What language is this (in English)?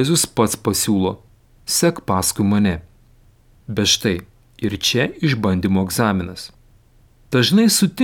Lithuanian